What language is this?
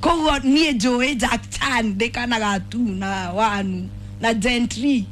Kikuyu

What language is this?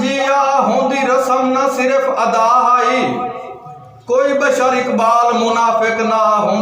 Saraiki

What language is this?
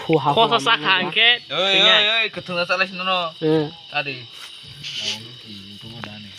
Kok Borok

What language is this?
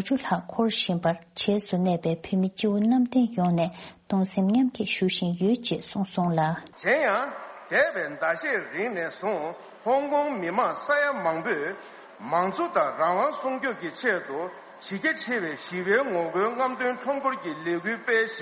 Tibetan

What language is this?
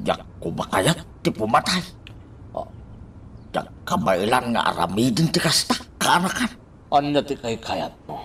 Iloko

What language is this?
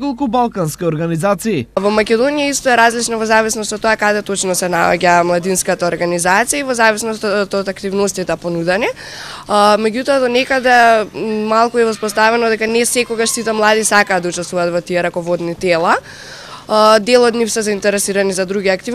Macedonian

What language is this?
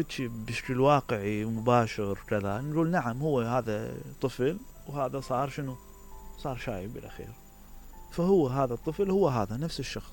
Mesopotamian Arabic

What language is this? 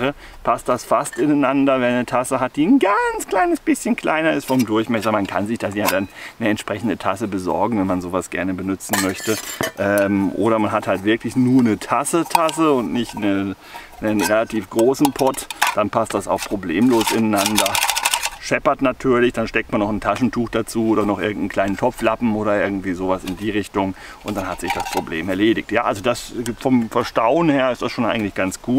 German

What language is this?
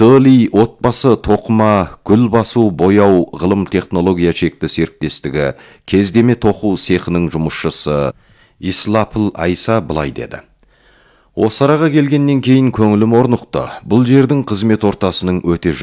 Kazakh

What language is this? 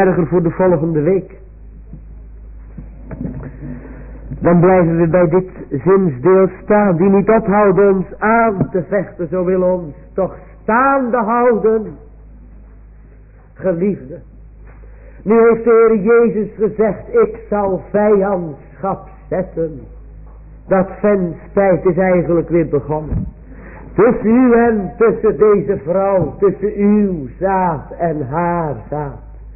Dutch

